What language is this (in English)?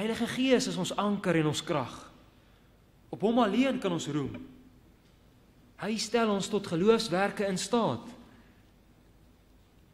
Afrikaans